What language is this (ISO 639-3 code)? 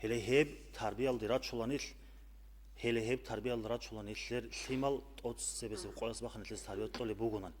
ava